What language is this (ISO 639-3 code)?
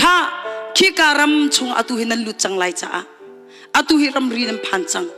cnh